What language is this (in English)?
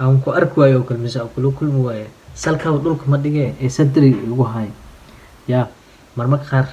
Somali